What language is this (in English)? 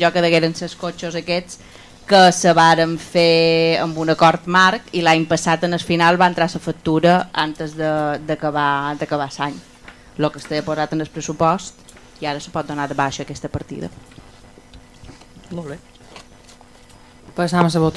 Catalan